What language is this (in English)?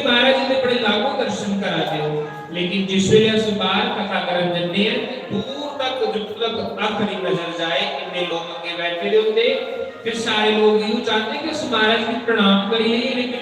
Dogri